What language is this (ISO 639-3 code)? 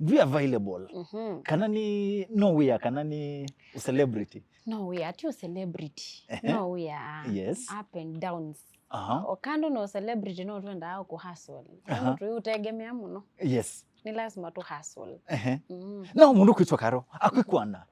kam